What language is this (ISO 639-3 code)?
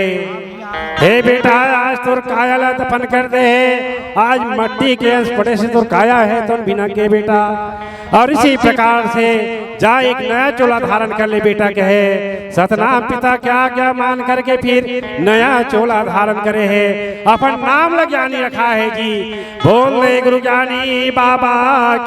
hne